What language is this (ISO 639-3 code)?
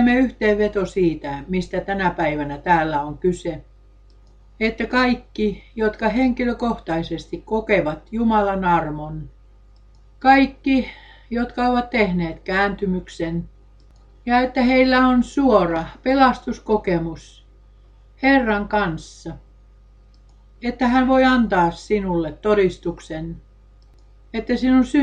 fin